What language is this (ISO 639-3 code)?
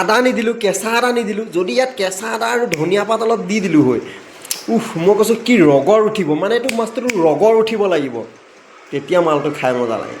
asm